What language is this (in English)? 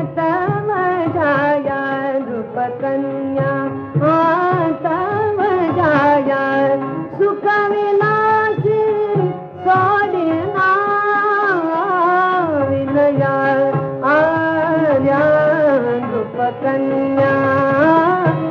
Marathi